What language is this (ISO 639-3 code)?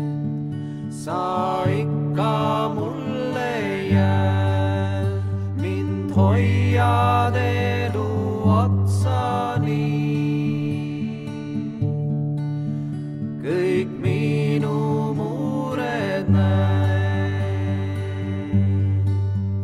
est